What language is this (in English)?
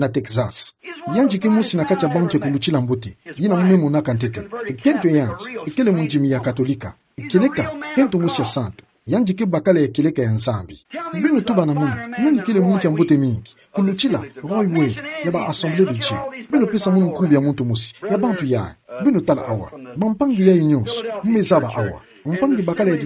Kituba (Democratic Republic of Congo)